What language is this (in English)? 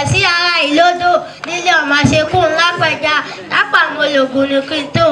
Yoruba